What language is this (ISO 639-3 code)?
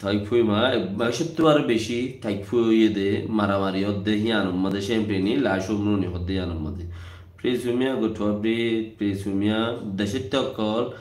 rhg